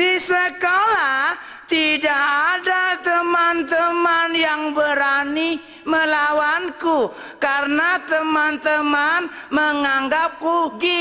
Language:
Minangkabau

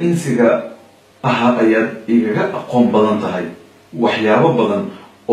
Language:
Somali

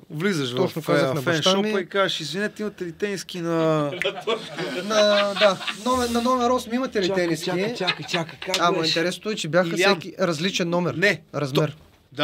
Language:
Bulgarian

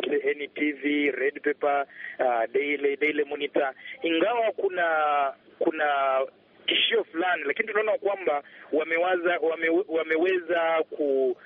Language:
Swahili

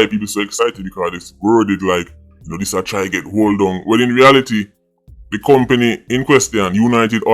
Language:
Jamaican Creole English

